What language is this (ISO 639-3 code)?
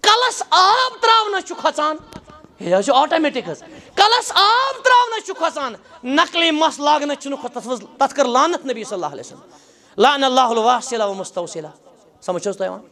kas